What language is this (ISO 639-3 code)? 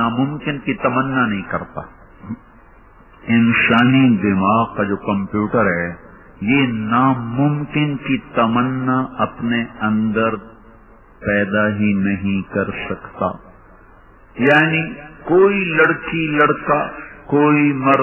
urd